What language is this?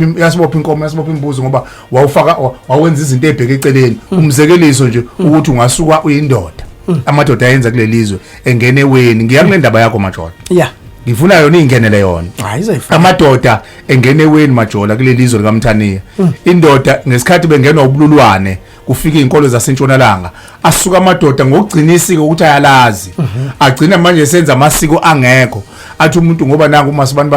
Zulu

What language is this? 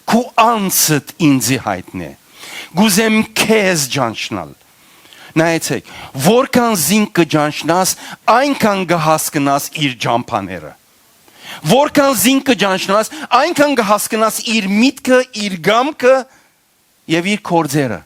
Western Armenian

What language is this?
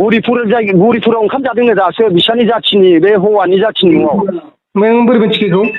Bodo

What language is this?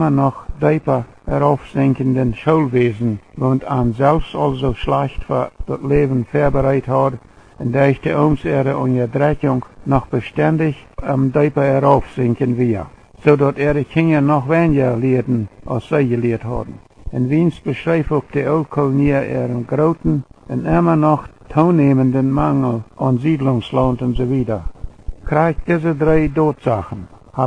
Plautdietsch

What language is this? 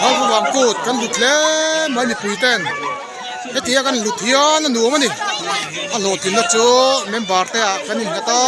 Mizo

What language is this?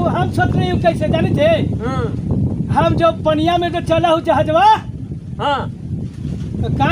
Magahi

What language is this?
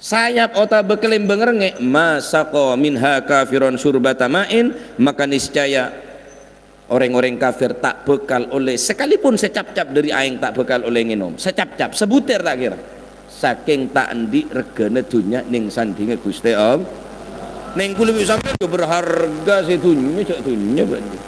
Madurese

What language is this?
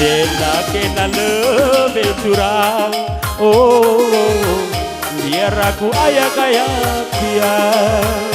Batak Karo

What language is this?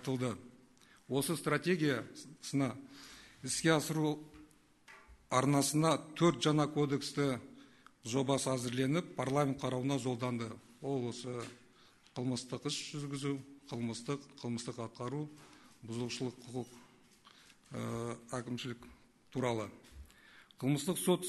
Kazakh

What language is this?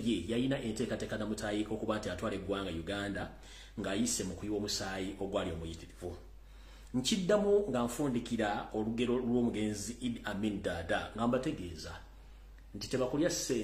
Ganda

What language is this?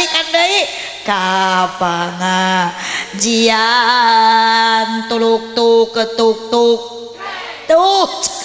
Sundanese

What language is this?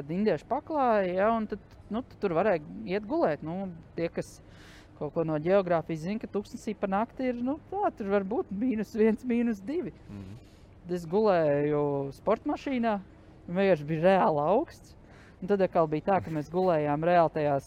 Latvian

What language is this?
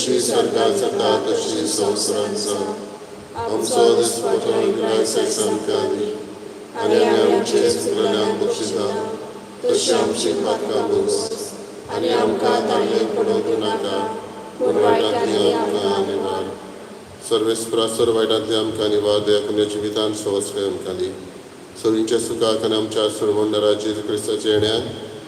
Konkani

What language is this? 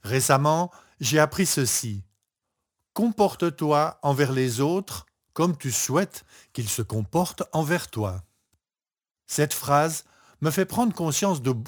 French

